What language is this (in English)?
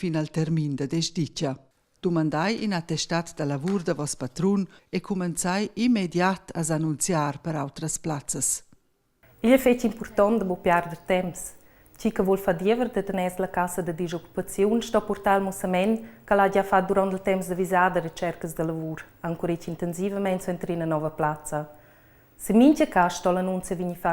Romansh